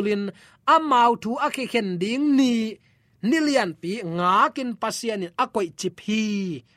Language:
Tedim Chin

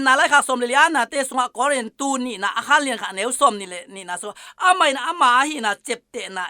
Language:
Tedim Chin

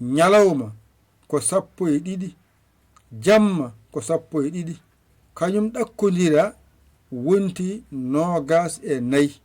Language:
Fula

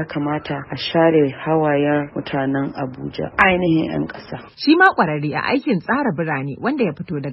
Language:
Hausa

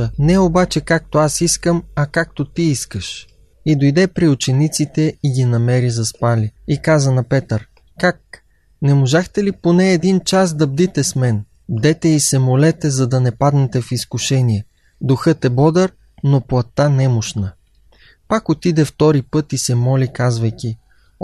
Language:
Bulgarian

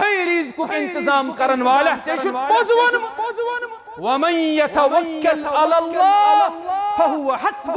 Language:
Kashmiri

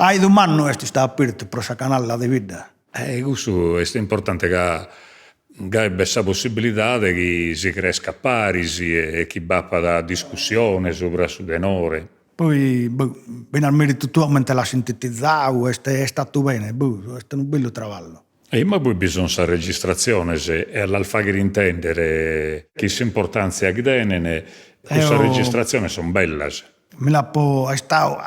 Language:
Sardinian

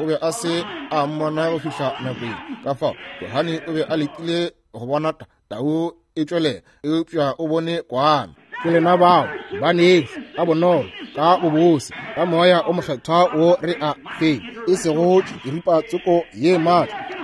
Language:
Northern Sotho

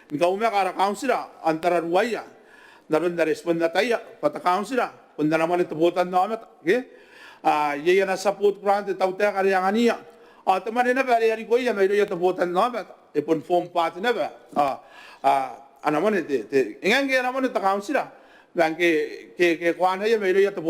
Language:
Gilbertese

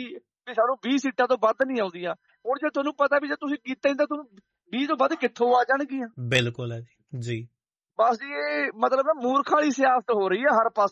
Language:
Punjabi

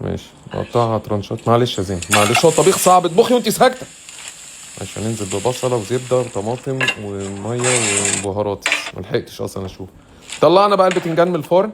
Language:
Egyptian Arabic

